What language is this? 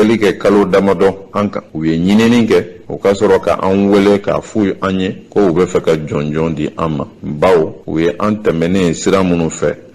Bambara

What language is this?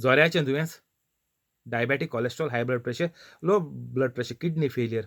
Konkani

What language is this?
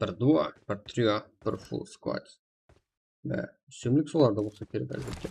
Kara-Kalpak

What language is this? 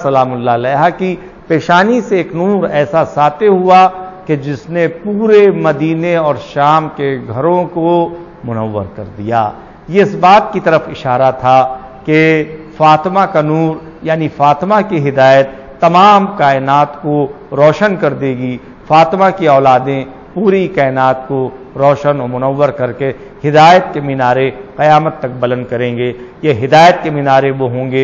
Urdu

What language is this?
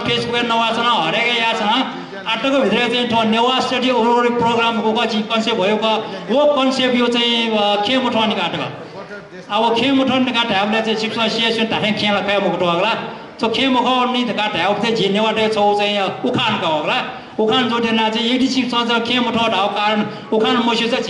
Newari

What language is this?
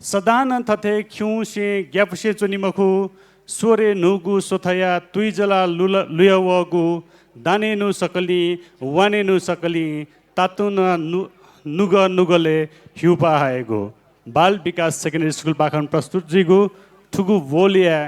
Newari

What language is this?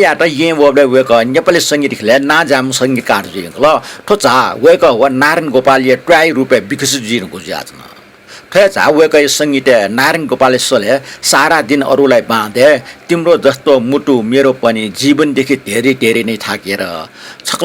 Newari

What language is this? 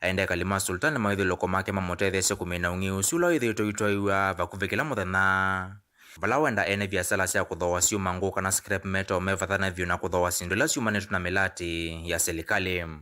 Kamba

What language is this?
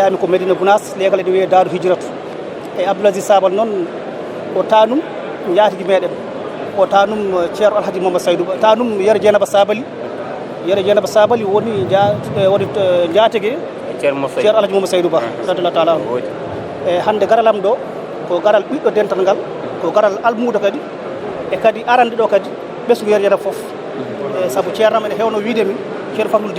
Fula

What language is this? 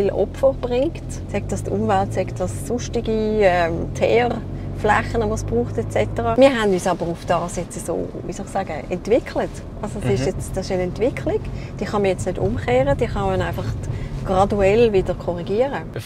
Swiss German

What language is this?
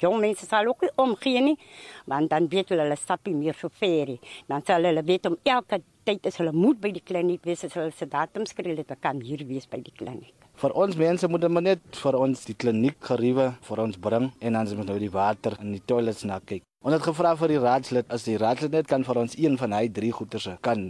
Afrikaans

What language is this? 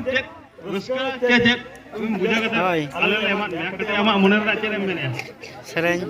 Santali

